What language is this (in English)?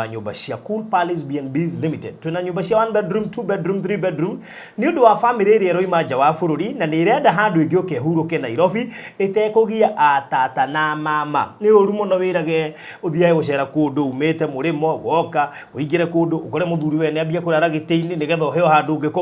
Kikuyu